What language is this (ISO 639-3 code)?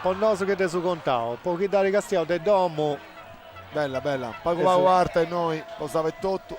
srd